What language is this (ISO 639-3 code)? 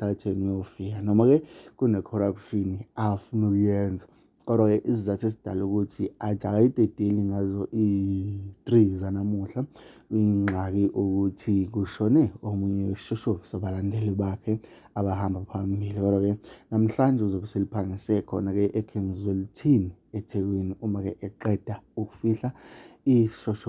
zul